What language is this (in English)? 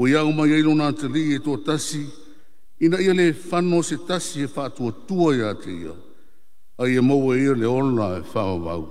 Samoan